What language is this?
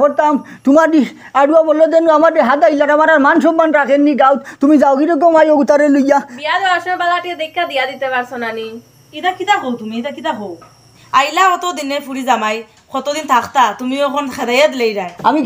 Sylheti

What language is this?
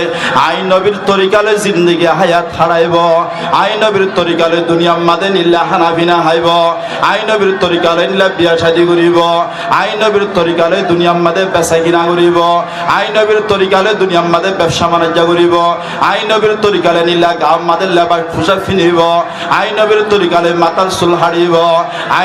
Rohingya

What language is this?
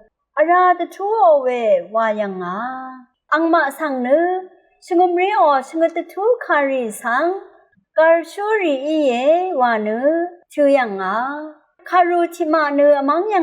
Rawang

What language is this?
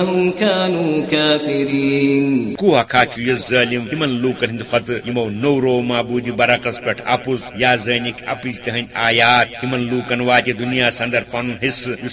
Kashmiri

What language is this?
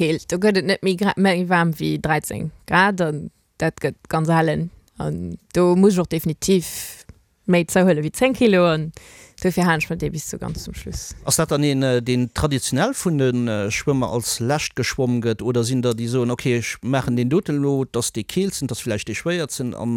Luxembourgish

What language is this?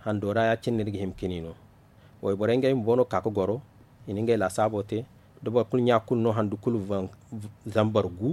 Zarma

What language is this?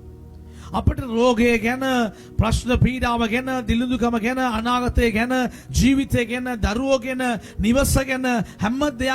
Sinhala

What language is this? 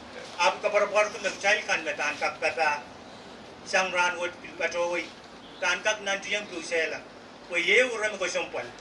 Pohnpeian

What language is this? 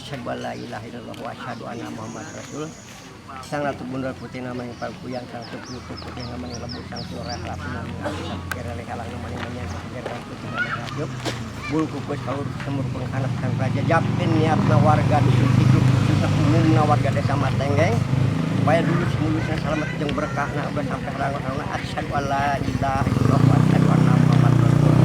Sundanese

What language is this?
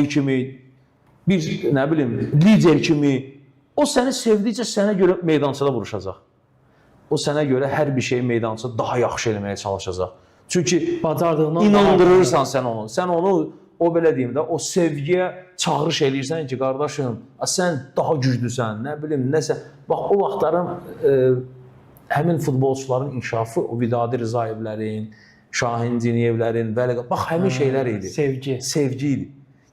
Azerbaijani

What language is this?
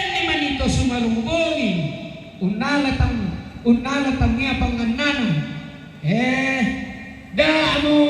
Toraja-Sa'dan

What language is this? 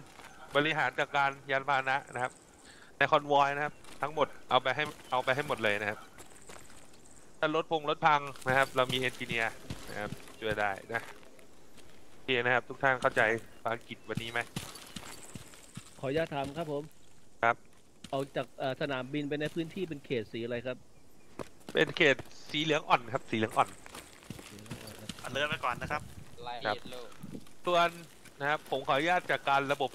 Thai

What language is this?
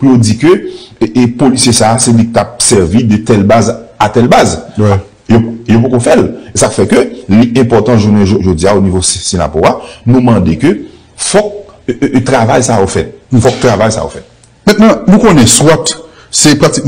Haitian Creole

